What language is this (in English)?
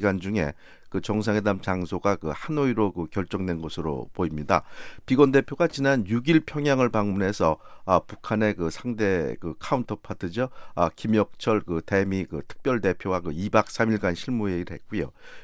Korean